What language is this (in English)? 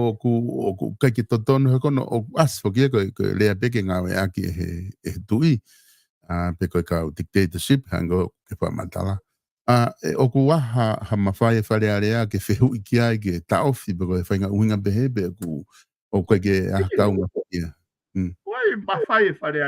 Tongan